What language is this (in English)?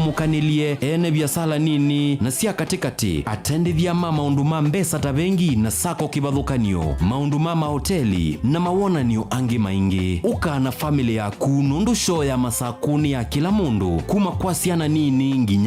Kamba